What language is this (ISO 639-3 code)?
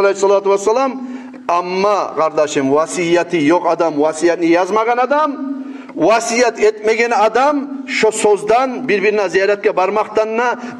kum